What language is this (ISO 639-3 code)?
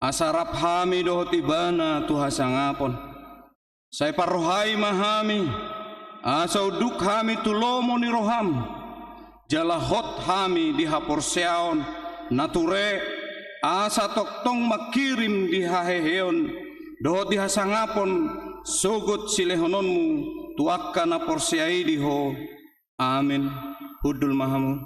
bbc